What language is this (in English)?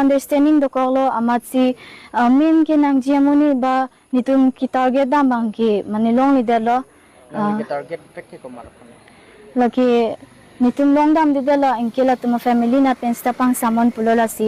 Karbi